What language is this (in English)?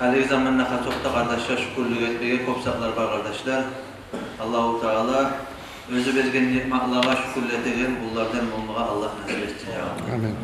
Kumyk